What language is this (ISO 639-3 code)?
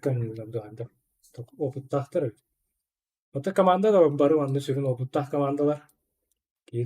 sah